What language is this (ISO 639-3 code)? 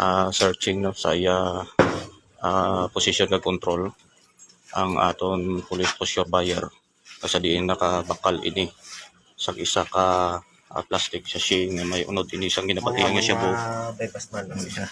hil